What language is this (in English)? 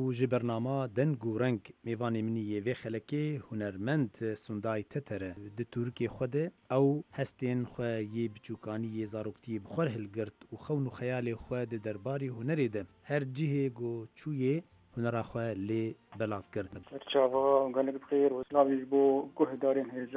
Central Kurdish